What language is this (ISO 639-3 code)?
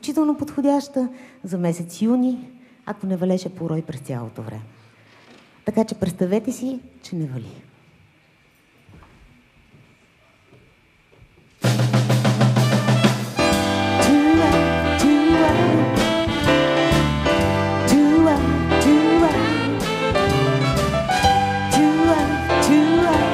bul